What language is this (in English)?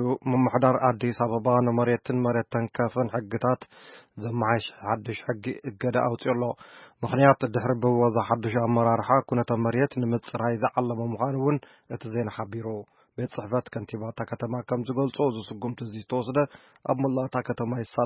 Tigrinya